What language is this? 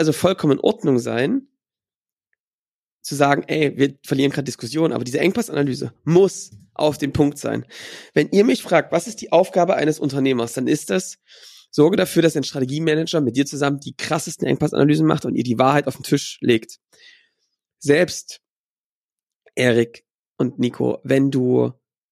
German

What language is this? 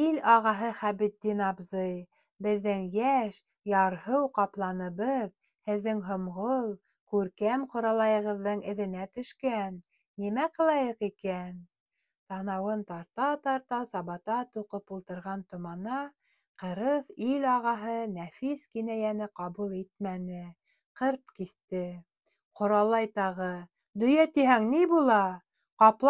Bashkir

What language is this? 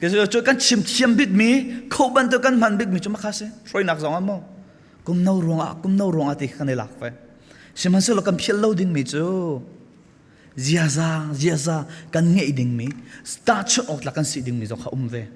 Hakha Chin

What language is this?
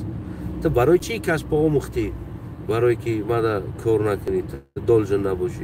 Tajik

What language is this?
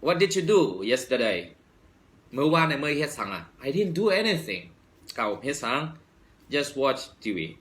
Shan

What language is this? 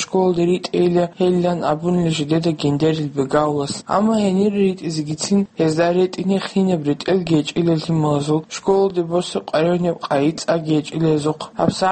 Avaric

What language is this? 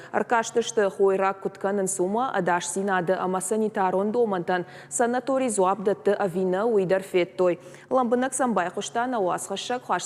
Ossetic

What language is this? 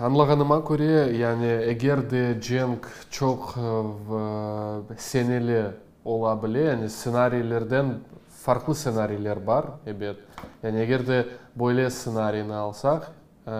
Crimean Tatar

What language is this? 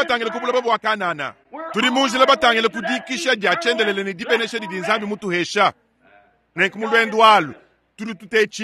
Luba-Lulua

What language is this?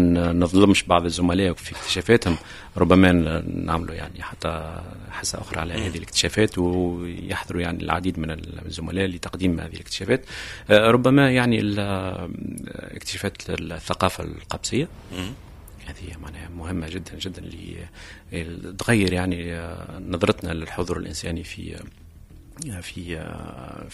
Tunisian Arabic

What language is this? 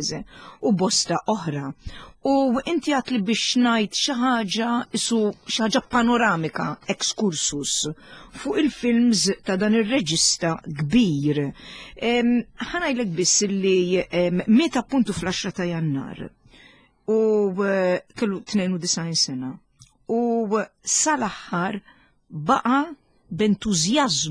Maltese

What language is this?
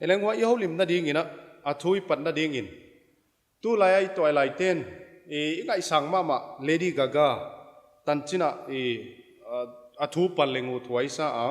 Paite Chin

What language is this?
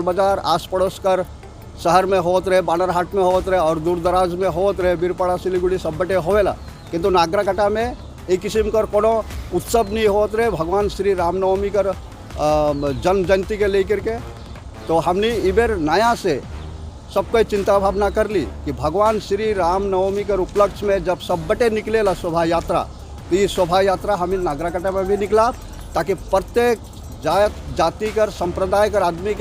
Sadri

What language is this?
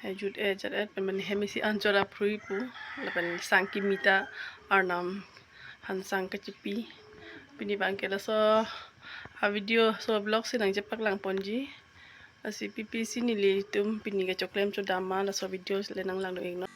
Karbi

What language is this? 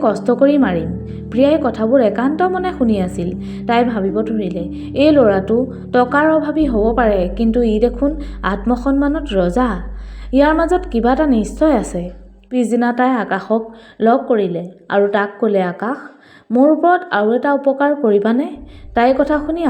Assamese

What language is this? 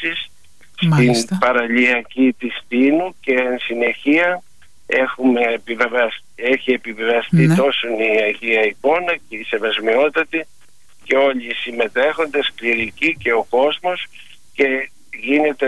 Greek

